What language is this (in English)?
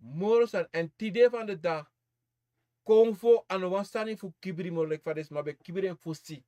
Sranan Tongo